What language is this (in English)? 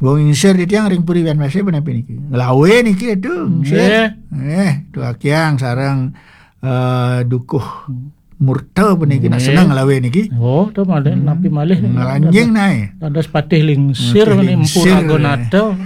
Balinese